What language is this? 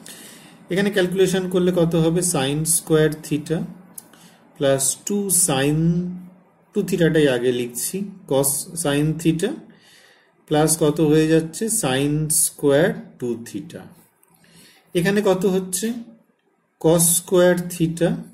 Bangla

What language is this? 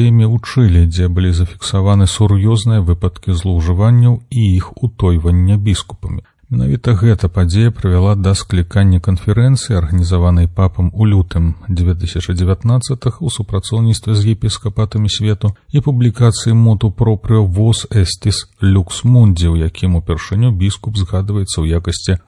Belarusian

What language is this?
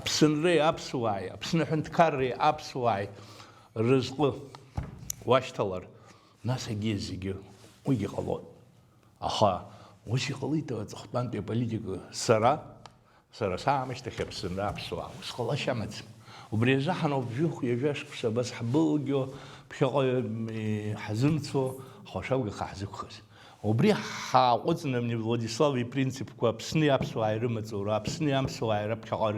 Abkhazian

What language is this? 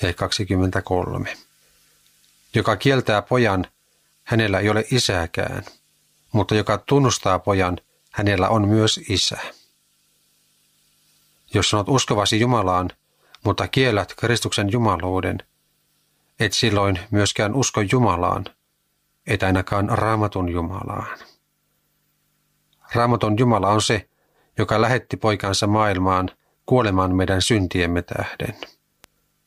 Finnish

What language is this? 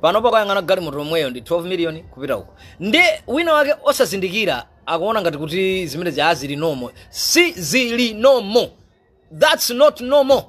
Nyanja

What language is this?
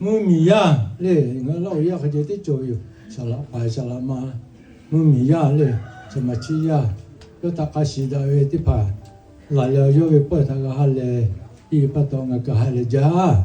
Lahu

